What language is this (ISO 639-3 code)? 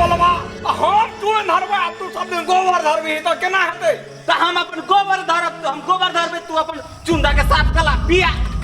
mai